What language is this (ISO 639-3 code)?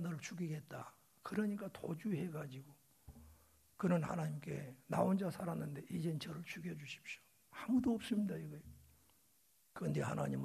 kor